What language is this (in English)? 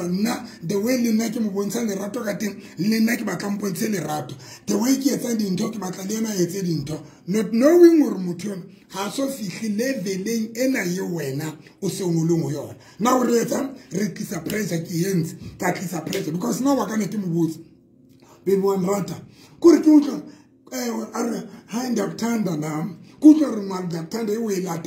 Southern Sotho